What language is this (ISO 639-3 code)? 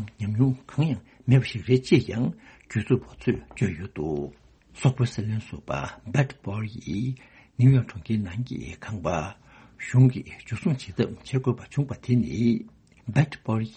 bod